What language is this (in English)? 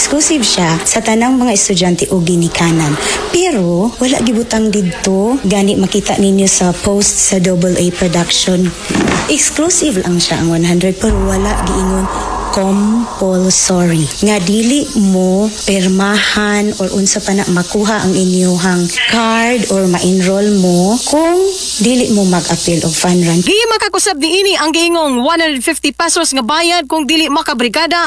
Cebuano